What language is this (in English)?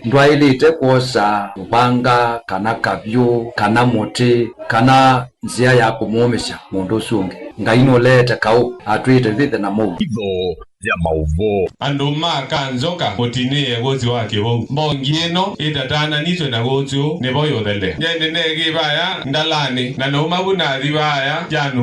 Kamba